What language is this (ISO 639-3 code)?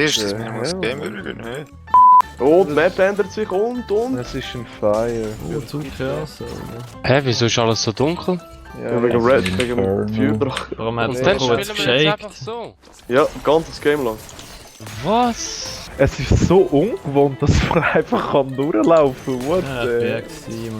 gsw